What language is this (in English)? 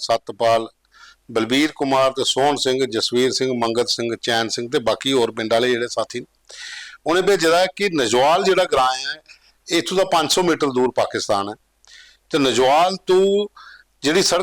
Dogri